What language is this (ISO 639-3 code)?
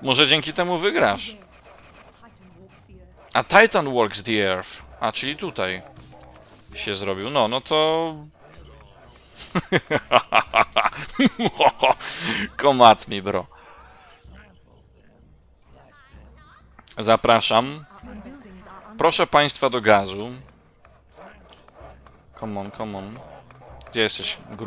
pol